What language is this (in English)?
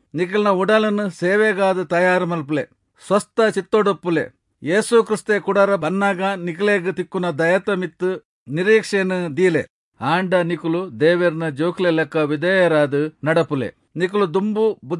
Tulu